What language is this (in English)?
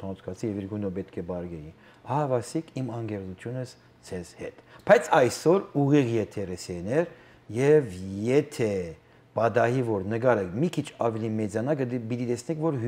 Western Armenian